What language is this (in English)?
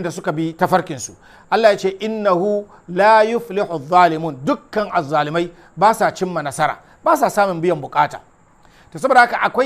Hausa